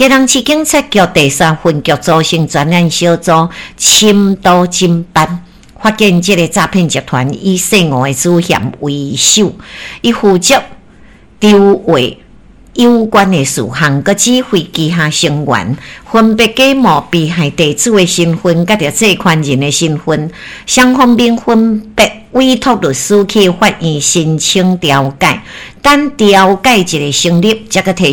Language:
Min Nan Chinese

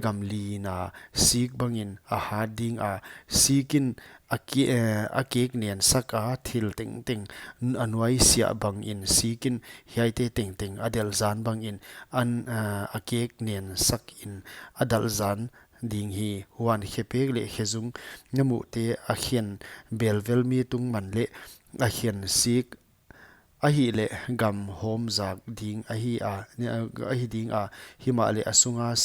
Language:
Paite Chin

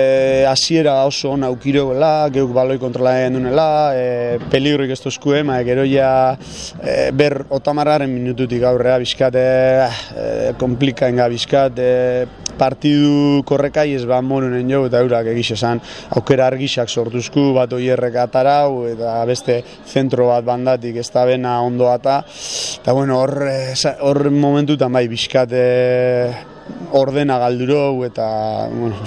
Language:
Basque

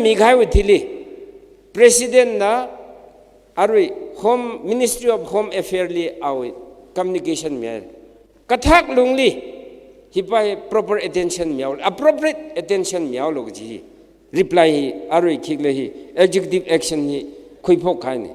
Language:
Tangkhul Naga (India)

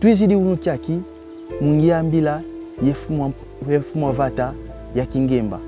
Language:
Kongo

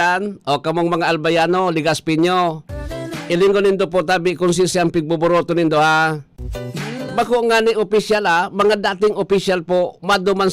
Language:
Bikol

